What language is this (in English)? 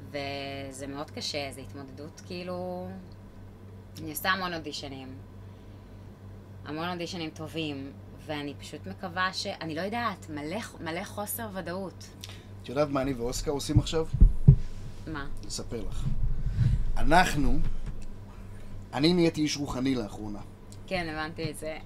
Hebrew